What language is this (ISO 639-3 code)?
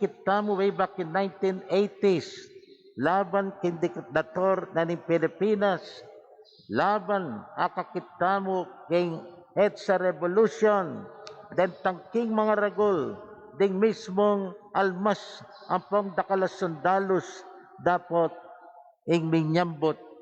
pam